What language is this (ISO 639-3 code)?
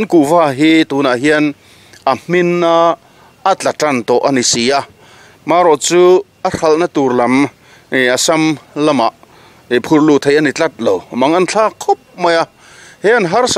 lus